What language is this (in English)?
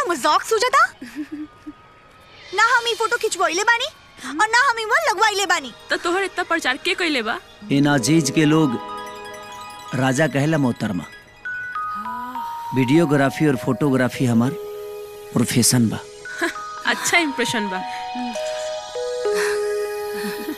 Bhojpuri